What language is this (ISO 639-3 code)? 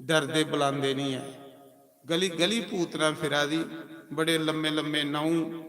doi